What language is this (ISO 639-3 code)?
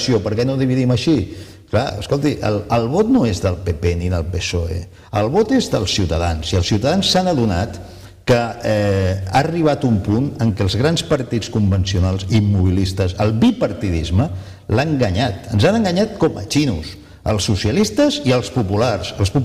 cat